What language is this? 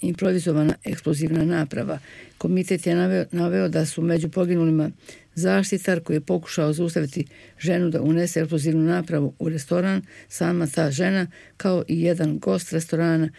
Bosnian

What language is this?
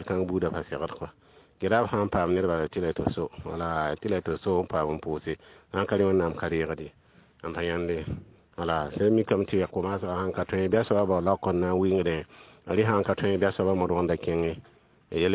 Mossi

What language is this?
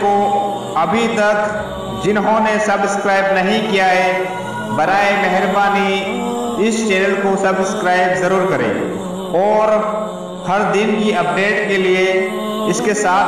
Urdu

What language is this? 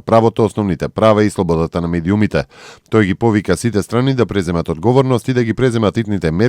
Macedonian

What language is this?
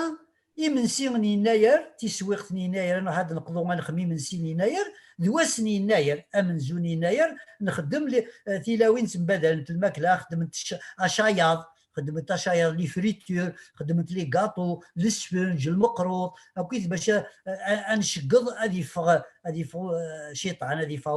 Kabyle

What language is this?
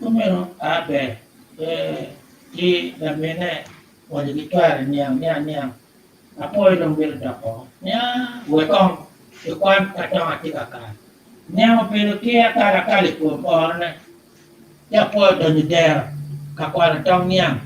Acoli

